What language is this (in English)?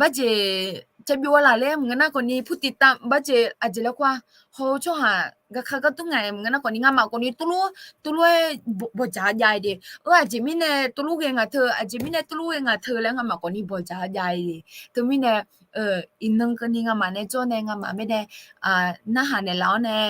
Akha